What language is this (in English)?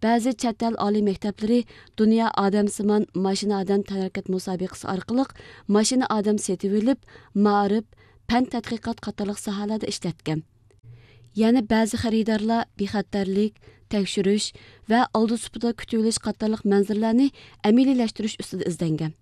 Uyghur